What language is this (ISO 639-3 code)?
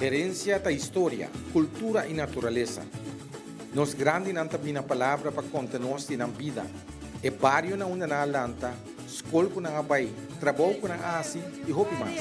pap